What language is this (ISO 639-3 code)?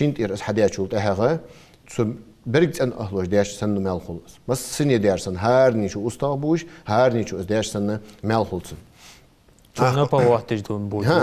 inh